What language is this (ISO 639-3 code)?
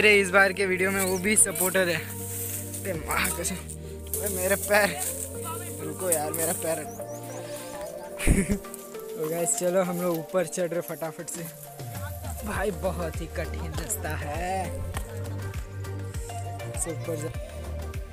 hin